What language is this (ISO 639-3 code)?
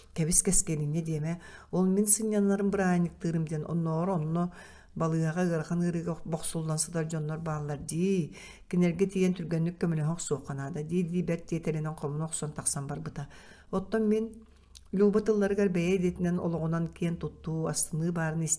sah